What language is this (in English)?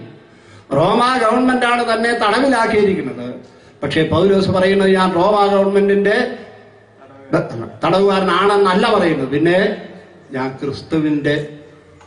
Malayalam